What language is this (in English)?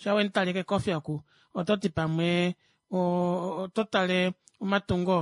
Kuanyama